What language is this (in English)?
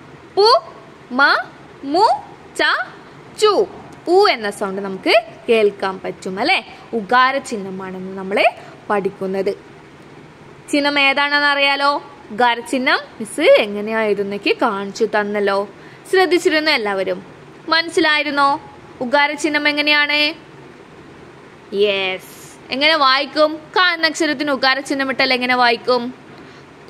Malayalam